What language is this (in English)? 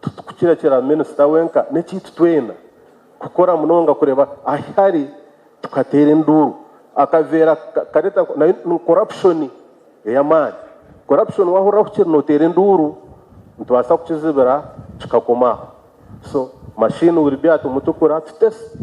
Nyankole